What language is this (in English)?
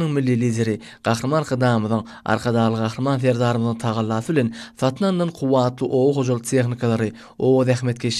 Turkmen